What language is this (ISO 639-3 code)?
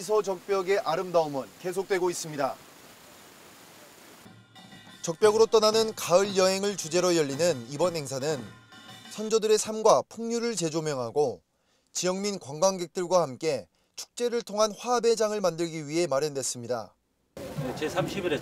kor